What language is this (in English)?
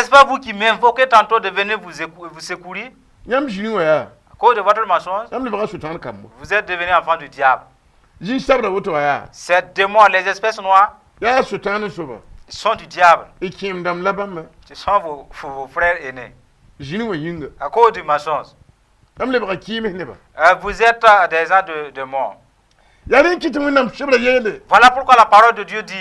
Mossi